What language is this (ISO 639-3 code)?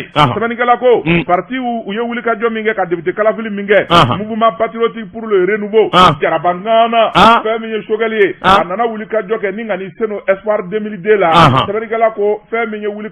bam